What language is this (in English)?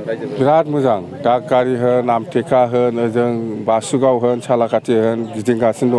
Bodo